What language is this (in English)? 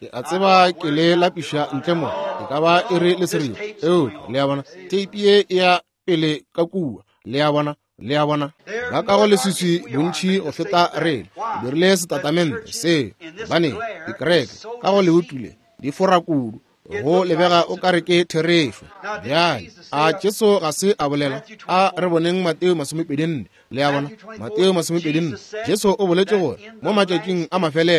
Northern Sotho